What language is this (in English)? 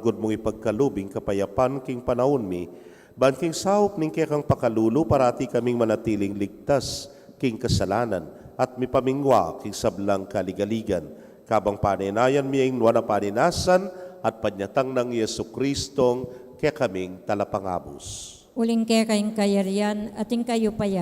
Pampanga